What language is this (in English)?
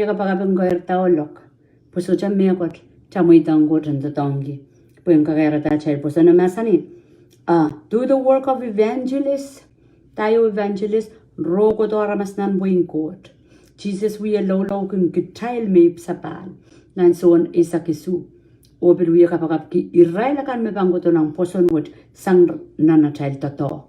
Pohnpeian